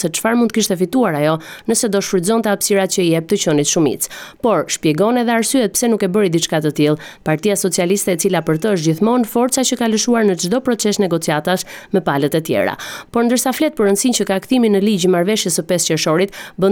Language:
Albanian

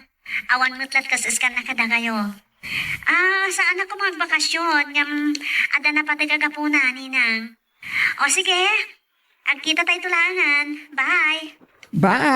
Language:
Iloko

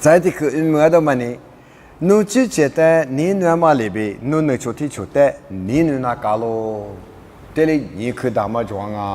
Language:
Lisu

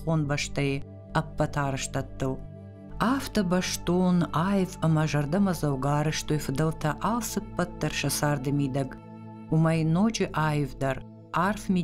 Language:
Ossetic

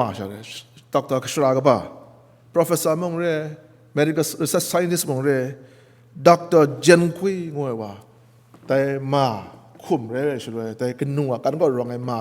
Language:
Kachin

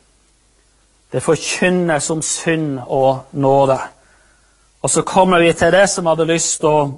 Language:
Norwegian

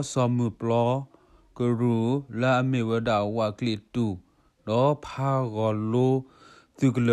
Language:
S'gaw Karen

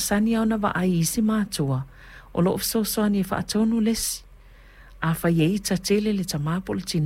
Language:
Samoan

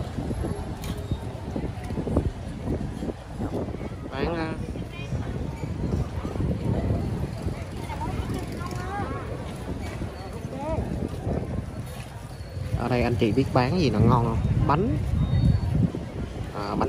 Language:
Vietnamese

